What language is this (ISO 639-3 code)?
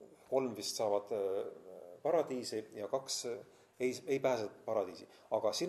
est